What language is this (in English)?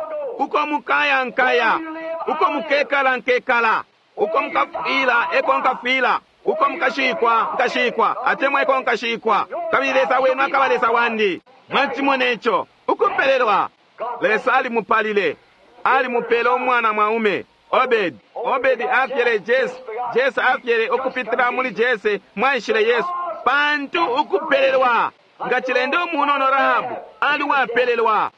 Bemba